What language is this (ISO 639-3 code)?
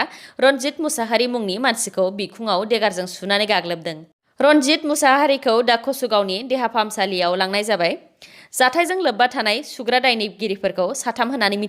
brx